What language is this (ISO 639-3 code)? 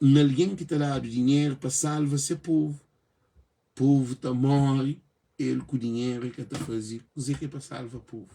kea